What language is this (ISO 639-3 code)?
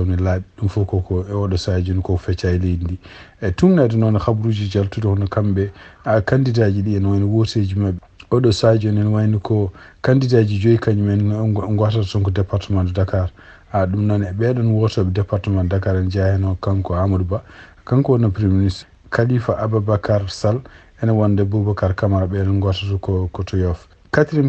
ful